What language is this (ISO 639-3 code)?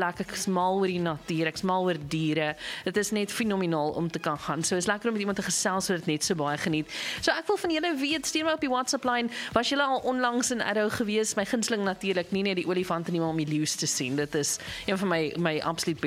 afr